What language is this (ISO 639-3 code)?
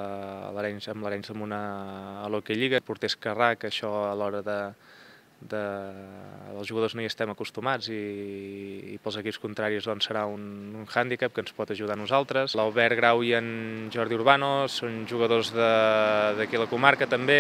cat